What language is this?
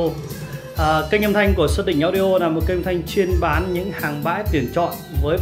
Vietnamese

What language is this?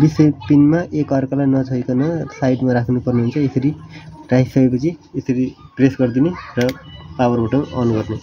Nepali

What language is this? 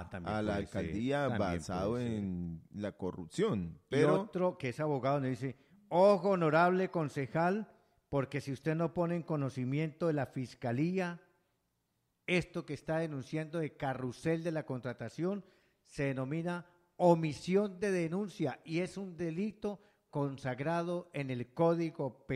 Spanish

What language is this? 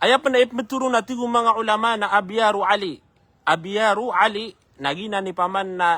Maranao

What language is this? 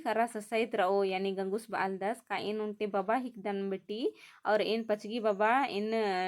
Kurukh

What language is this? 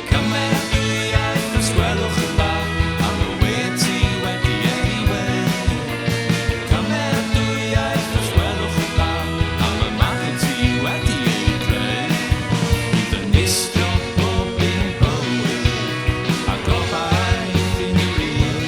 Welsh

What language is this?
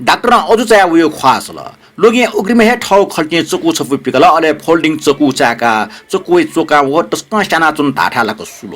Newari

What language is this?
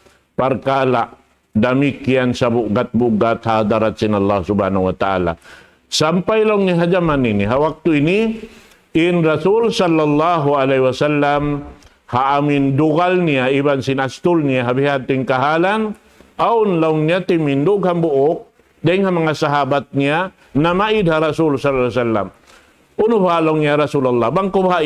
Tausug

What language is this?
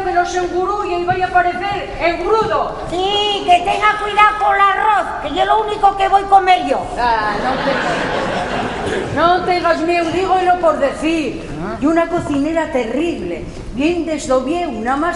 Asturian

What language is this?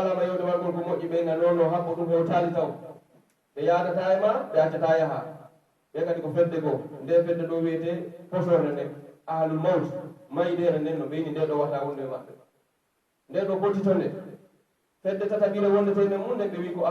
Pular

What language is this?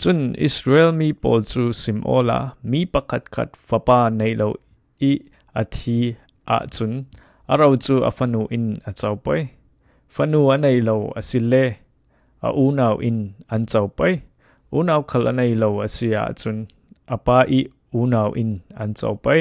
Falam Chin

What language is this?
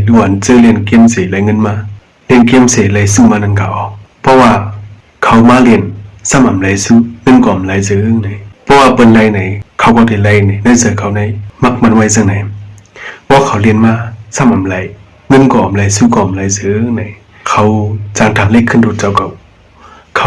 Shan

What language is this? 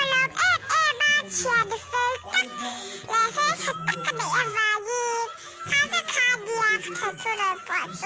Mizo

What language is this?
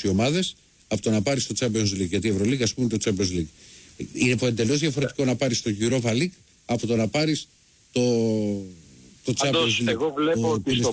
Greek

